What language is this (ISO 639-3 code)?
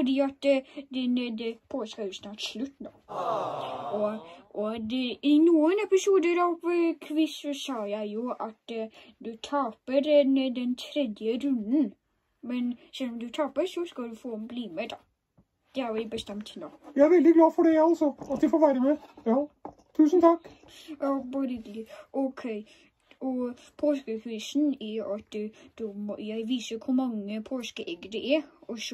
nor